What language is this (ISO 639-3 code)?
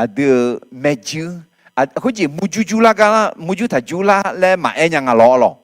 ahk